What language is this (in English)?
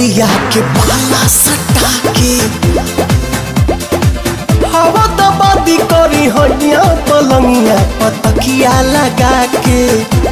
Bhojpuri